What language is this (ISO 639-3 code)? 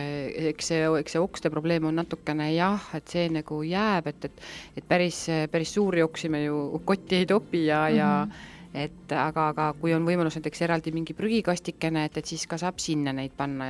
est